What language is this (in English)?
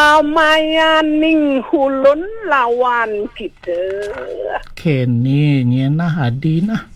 Balinese